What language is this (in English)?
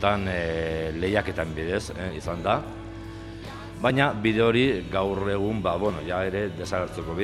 Basque